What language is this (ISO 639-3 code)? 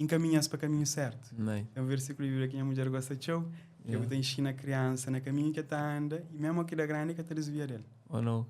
kea